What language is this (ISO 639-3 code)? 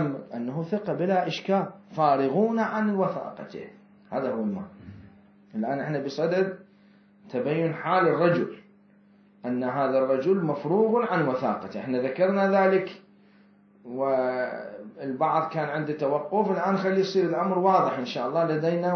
acm